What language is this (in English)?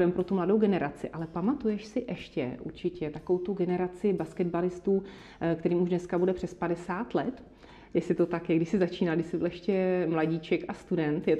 Czech